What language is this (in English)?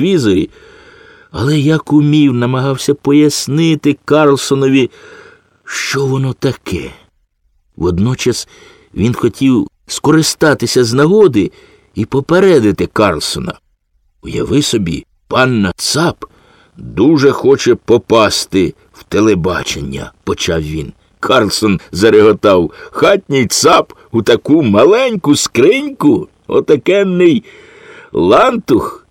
Ukrainian